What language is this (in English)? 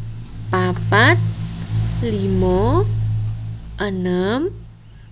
Javanese